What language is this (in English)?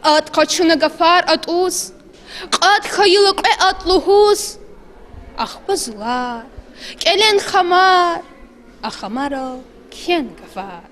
Lezghian